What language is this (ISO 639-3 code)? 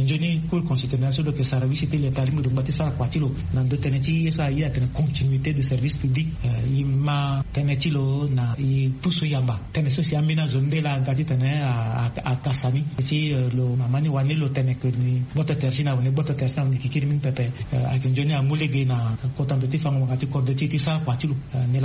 sag